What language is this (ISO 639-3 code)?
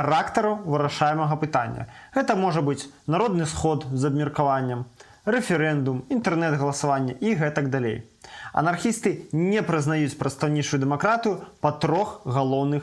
bel